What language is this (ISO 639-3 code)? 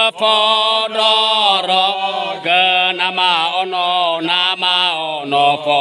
nia